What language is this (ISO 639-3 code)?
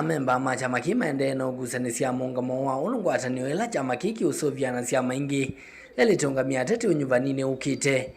kam